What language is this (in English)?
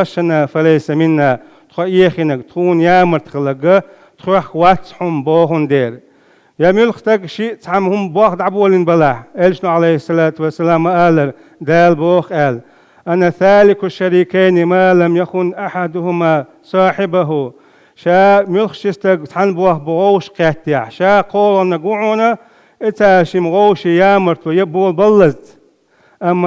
Chechen